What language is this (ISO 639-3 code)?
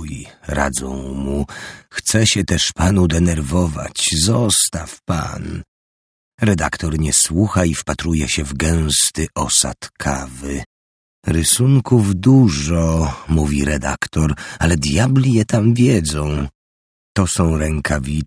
pol